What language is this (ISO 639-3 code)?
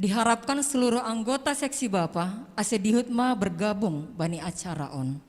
bts